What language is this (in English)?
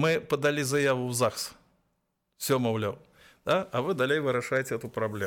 Belarusian